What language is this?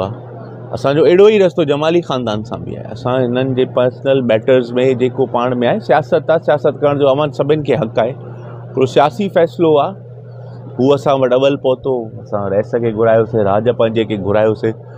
Sindhi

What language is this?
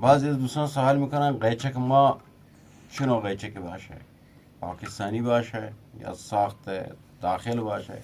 Eastern Balochi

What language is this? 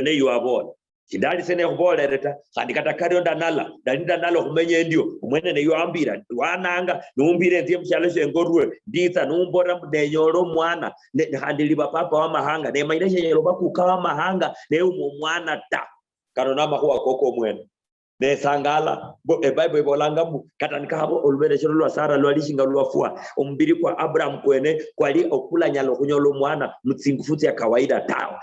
Luyia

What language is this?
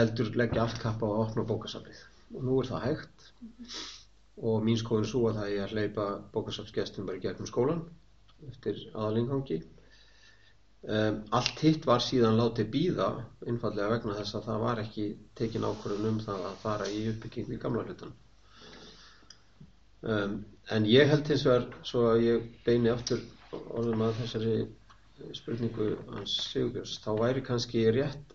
Icelandic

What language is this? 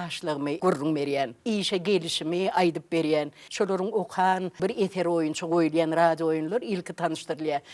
Turkmen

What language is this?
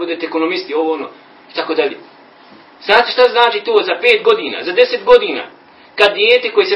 Bosnian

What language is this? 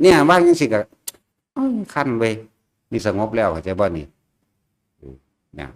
Northeastern Thai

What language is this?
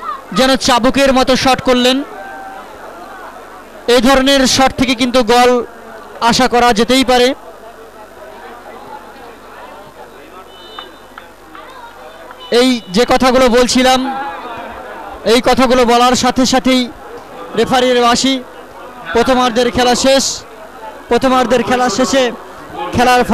Bangla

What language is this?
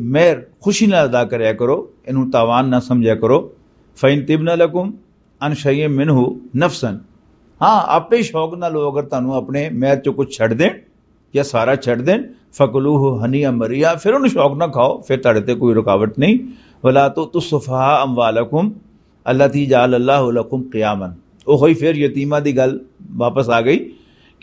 Western Panjabi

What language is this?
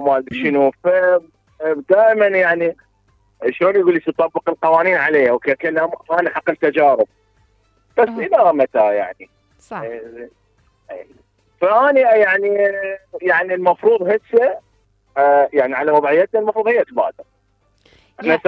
Mesopotamian Arabic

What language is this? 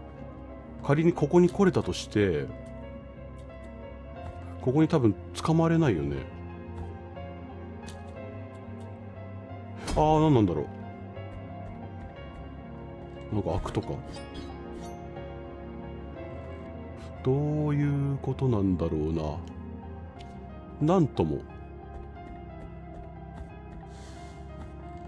Japanese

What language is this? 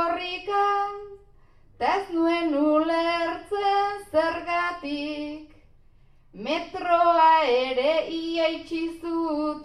Basque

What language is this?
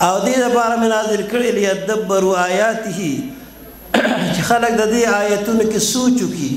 Pashto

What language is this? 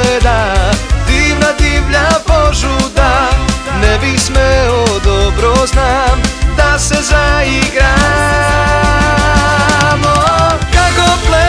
Serbian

